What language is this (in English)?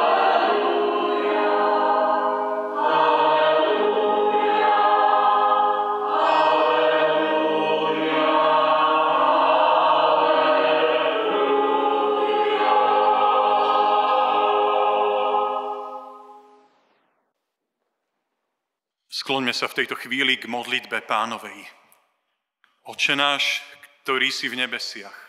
Slovak